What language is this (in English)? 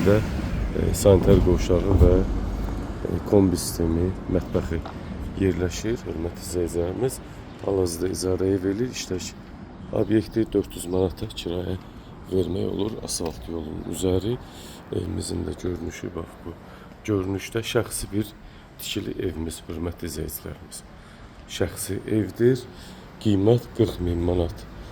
Azerbaijani